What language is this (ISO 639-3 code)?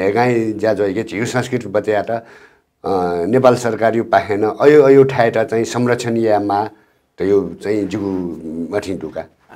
new